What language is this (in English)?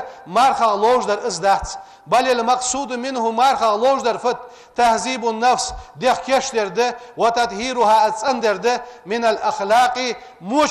Ingush